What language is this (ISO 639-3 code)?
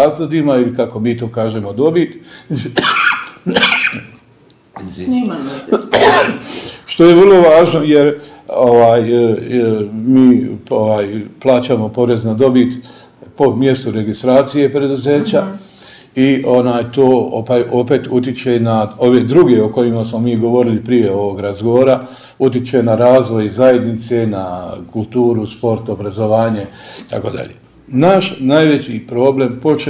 bos